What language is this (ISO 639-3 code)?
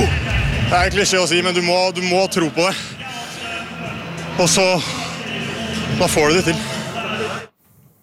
nor